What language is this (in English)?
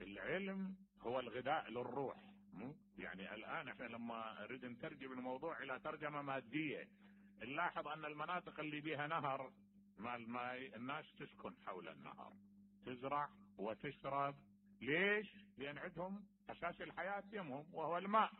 Mesopotamian Arabic